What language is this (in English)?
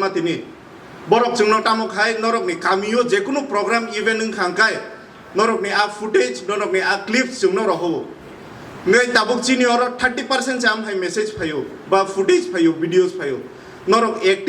Kok Borok